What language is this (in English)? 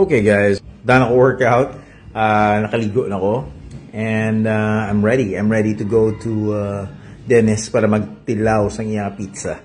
Hiligaynon